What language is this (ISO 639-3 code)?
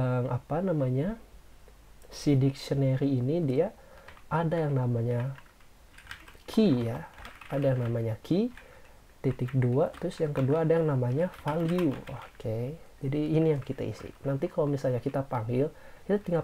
ind